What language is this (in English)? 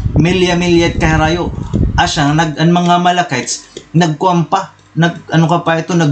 Waray